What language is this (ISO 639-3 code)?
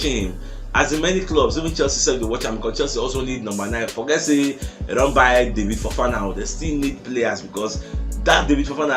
pcm